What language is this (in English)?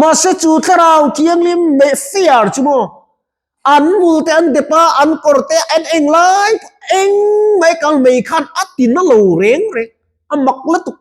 Mizo